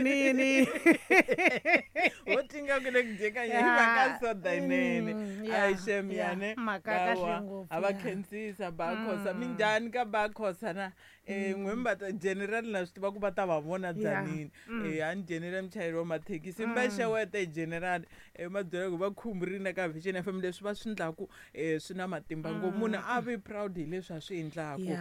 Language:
Tsonga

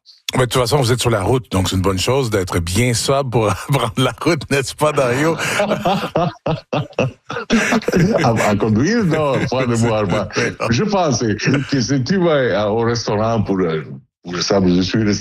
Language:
French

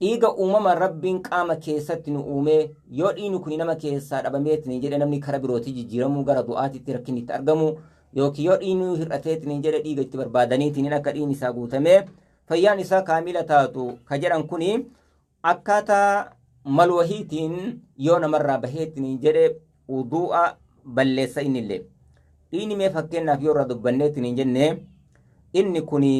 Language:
Oromo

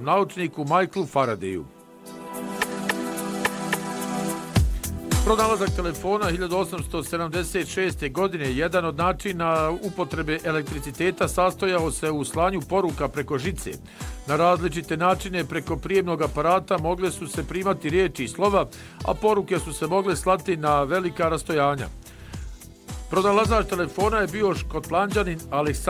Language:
Bosnian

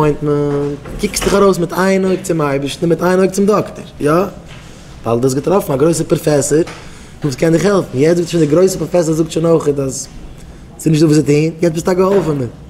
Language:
Yiddish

